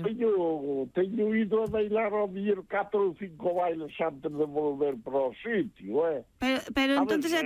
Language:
Galician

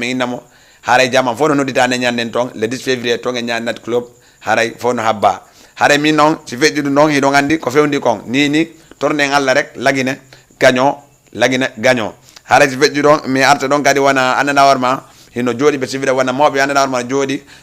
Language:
Fula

